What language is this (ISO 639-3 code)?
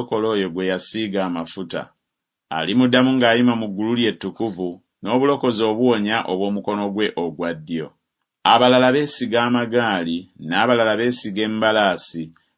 lug